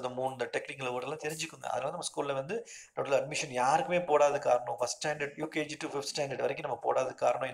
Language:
Tamil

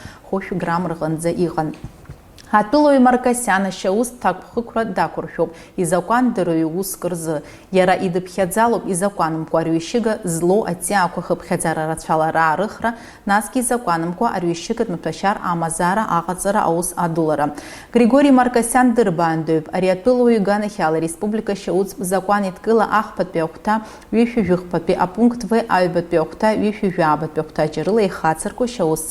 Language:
Abkhazian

